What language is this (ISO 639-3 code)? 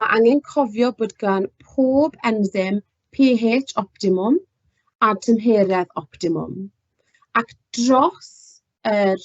cym